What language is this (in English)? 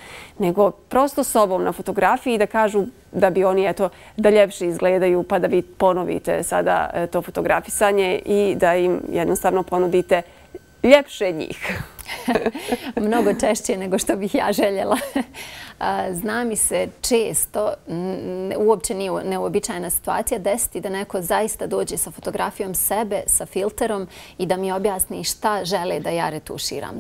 Bosnian